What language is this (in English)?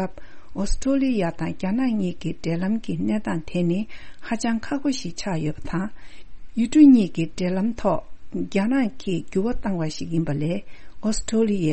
Tibetan